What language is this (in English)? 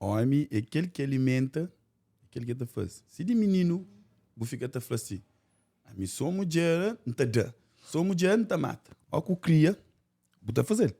Kabuverdianu